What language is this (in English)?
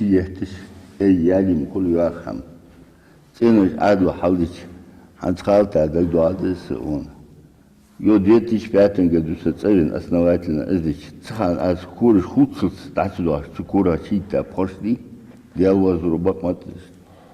Ingush